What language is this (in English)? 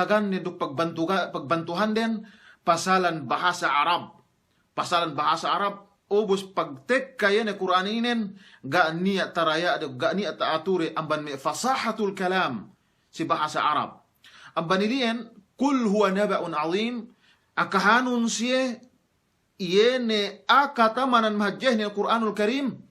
Yakan